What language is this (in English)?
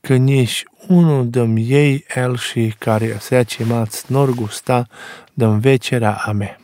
Romanian